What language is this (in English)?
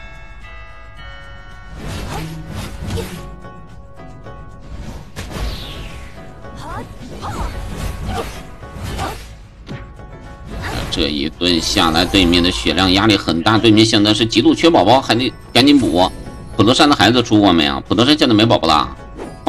Chinese